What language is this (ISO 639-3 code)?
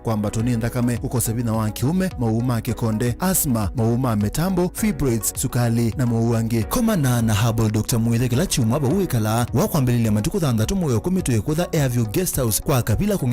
kam